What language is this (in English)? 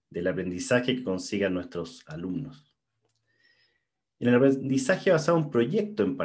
Spanish